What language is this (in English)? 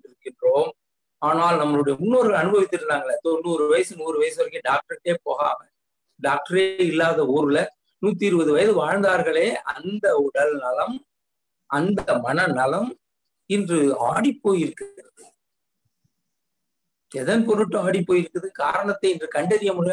Tamil